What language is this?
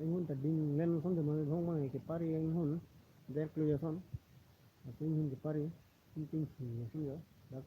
Karbi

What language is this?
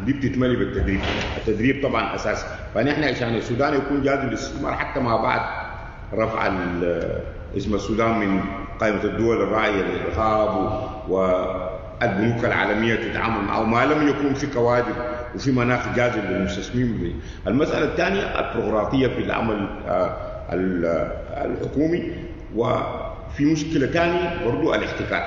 Sudanese Arabic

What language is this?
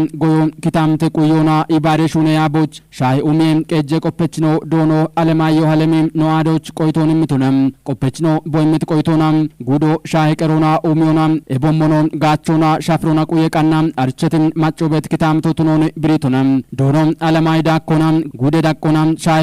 Kafa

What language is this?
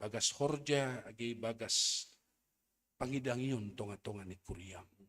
Batak Simalungun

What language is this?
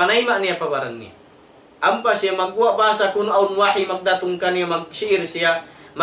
Tausug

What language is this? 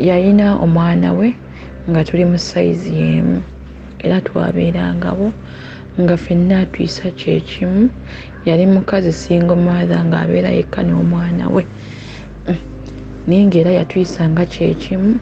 Ganda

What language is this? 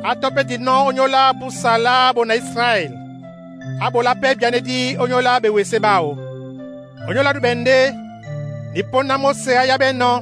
Duala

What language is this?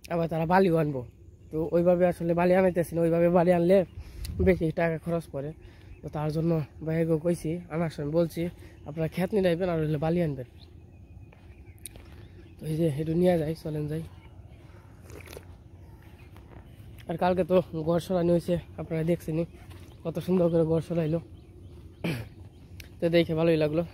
Bangla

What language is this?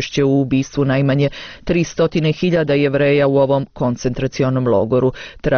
Bosnian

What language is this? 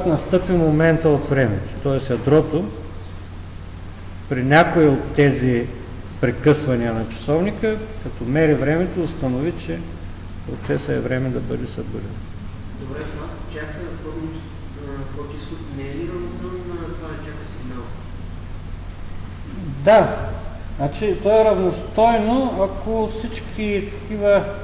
Bulgarian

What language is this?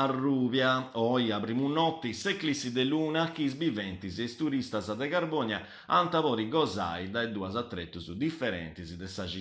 Sardinian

